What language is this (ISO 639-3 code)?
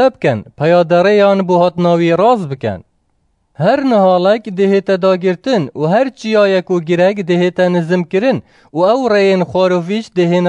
kur